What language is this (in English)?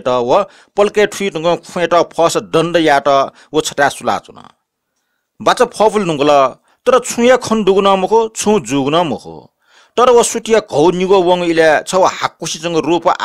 Newari